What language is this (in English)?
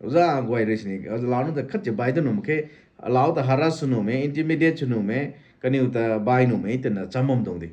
Rongmei Naga